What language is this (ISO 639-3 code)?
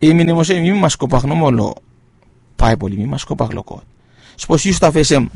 bis